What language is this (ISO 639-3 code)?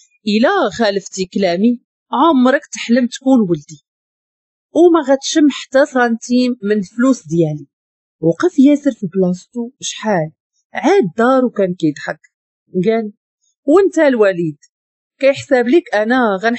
ary